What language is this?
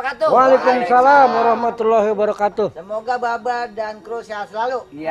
Betawi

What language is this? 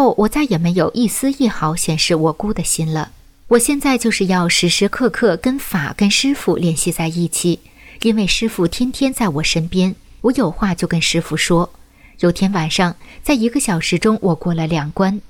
Chinese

